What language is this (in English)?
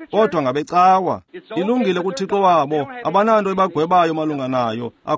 Xhosa